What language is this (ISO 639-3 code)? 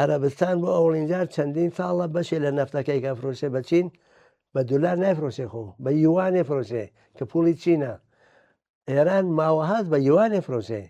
ckb